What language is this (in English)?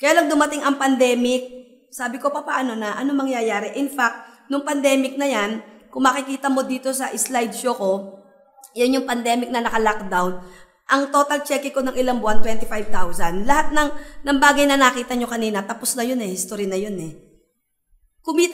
Filipino